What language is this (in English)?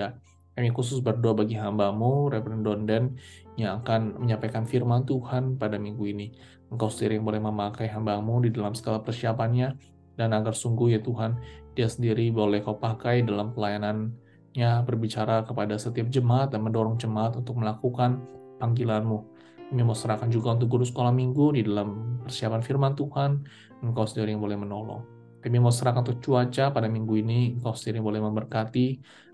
Indonesian